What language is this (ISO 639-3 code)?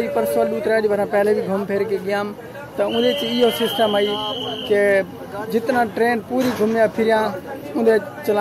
skr